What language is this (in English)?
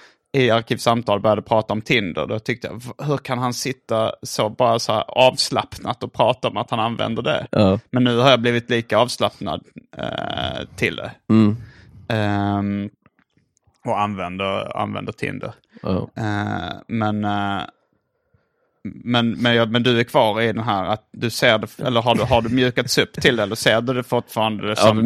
Swedish